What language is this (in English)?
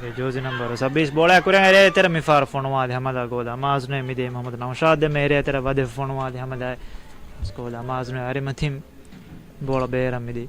Divehi